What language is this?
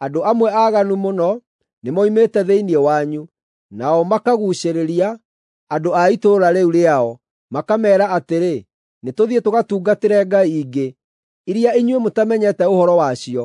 Kikuyu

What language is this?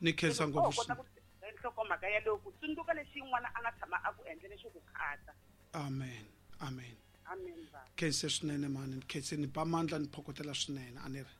Tsonga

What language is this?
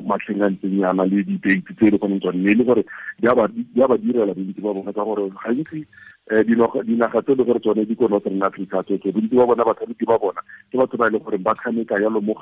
Tswana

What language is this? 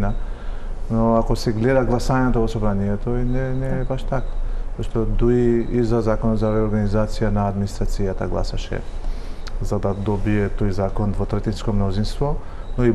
Macedonian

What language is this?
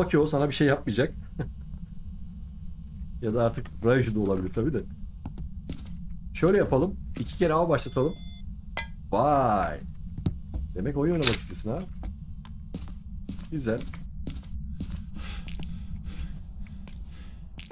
Turkish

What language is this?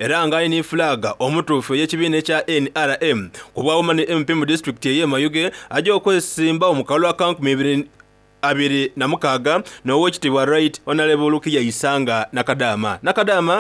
Soga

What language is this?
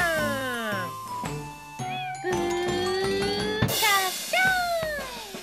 Japanese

